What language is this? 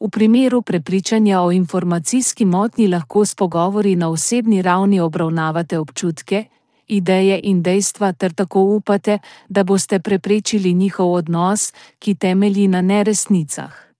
Slovenian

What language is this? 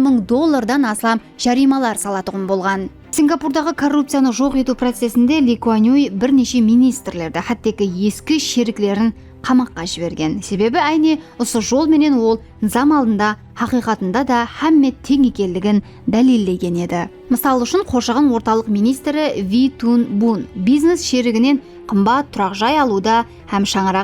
Kara-Kalpak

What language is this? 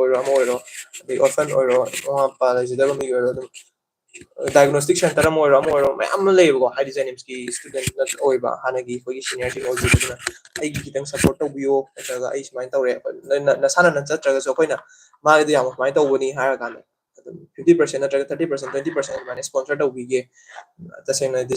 Manipuri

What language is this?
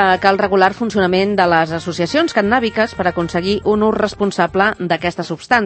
Catalan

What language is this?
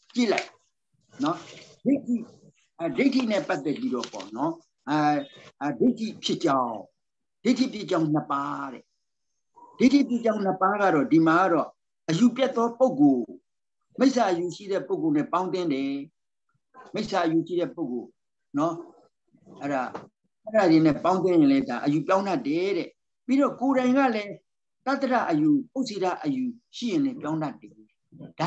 Burmese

